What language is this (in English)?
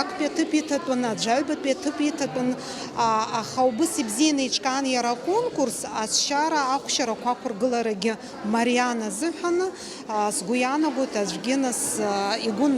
Abkhazian